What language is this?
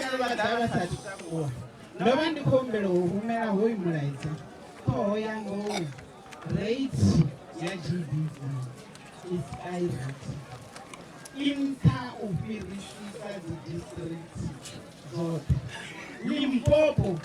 Venda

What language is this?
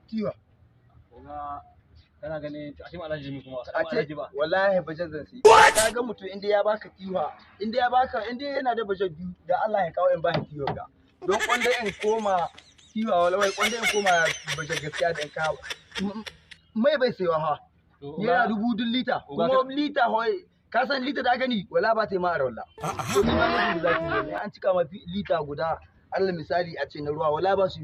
Hausa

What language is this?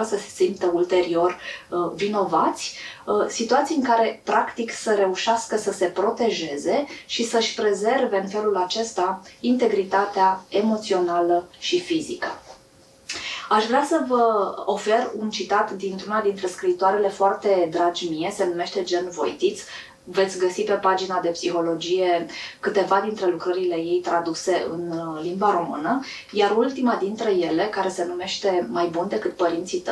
Romanian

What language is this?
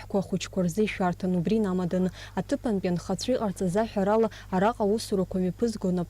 Abkhazian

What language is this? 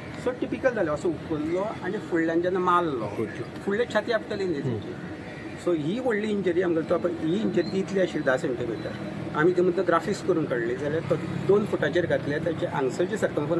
Konkani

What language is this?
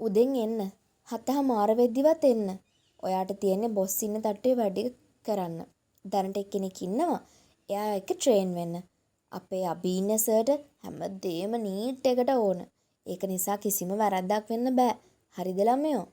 Sinhala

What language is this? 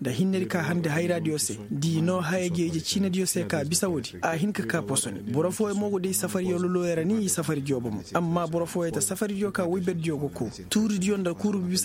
Koyraboro Senni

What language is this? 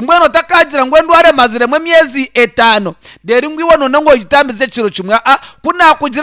Nyankole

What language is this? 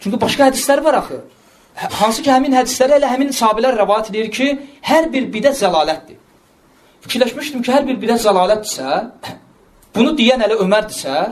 Azerbaijani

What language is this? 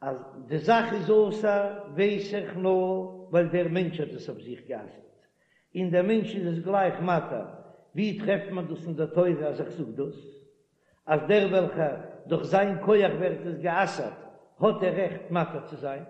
Yiddish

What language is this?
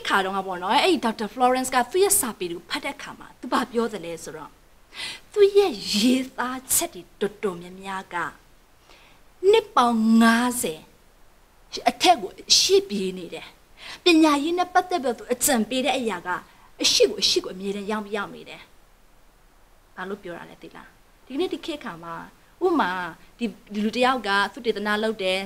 Burmese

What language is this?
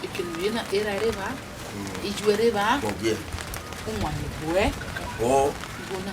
Bini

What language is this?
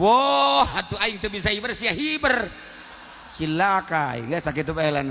Sundanese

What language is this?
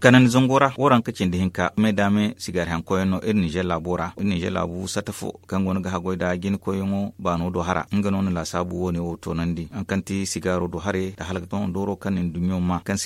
Zarma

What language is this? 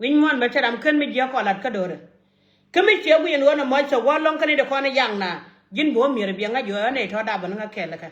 Nuer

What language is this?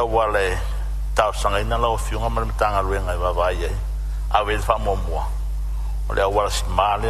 Samoan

